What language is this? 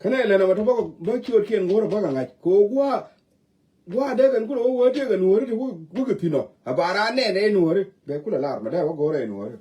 Nuer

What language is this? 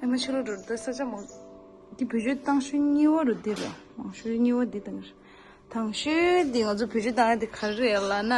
Tibetan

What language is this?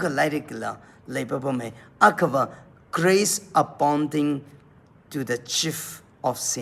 Tangkhul Naga (India)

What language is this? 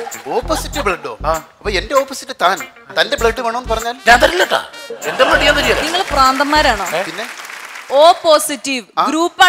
Malayalam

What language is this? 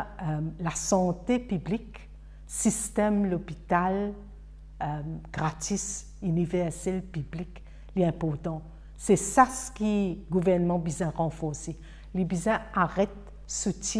Morisyen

